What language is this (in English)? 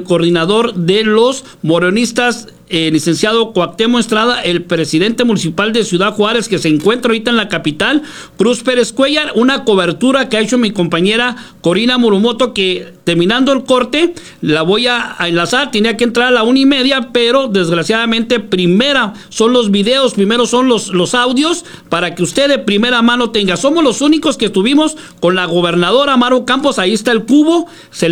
Spanish